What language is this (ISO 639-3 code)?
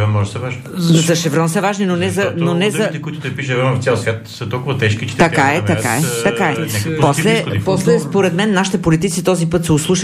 bul